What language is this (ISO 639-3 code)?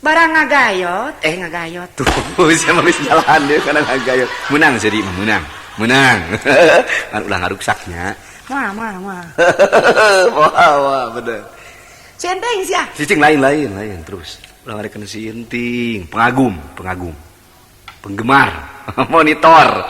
sun